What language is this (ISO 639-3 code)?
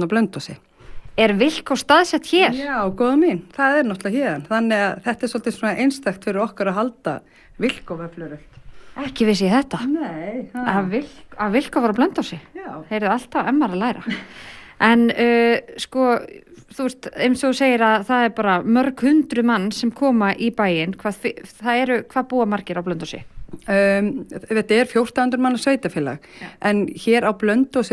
isl